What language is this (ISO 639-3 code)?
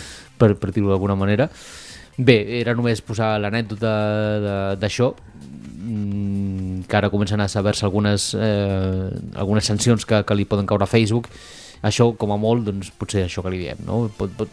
cat